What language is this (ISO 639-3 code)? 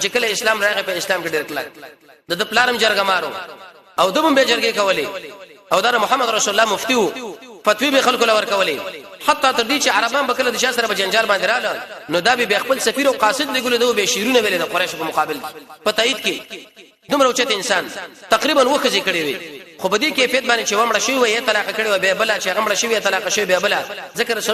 pus